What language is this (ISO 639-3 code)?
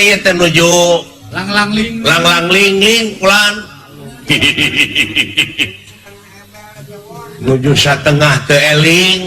sun